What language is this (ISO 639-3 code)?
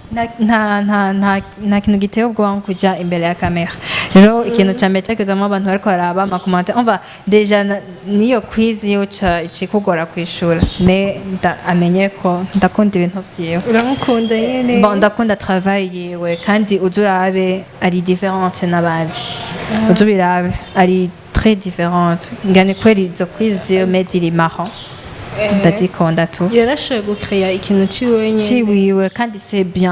run